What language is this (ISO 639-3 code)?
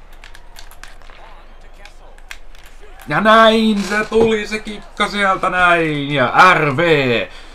fin